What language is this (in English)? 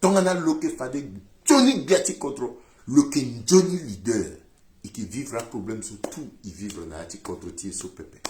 Sango